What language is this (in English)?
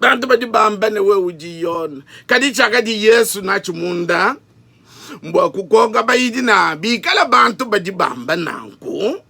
Luba-Lulua